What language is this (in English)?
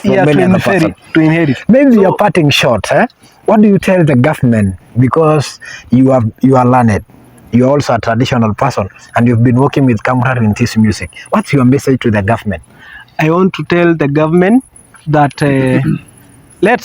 Masai